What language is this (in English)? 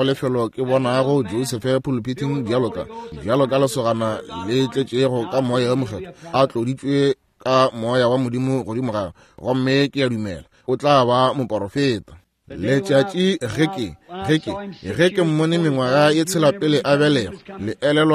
Northern Sotho